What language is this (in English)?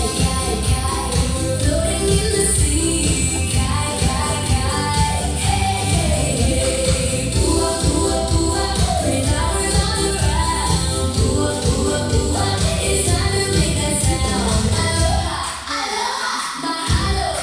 Yimchungru Naga